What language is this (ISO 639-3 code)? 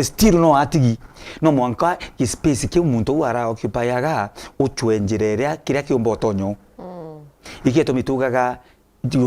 mer